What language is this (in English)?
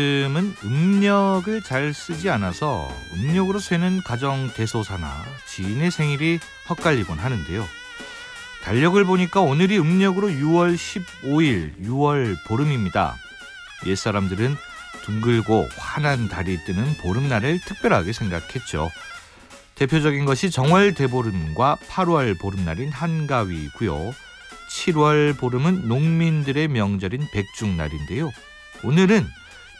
Korean